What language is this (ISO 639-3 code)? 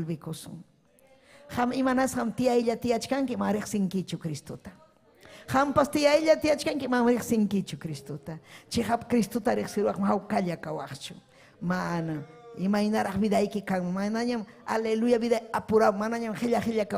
quy